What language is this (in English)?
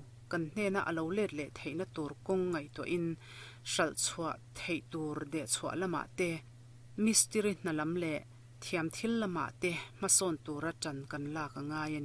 Mizo